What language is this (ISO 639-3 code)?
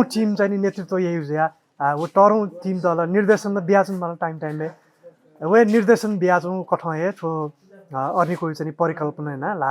new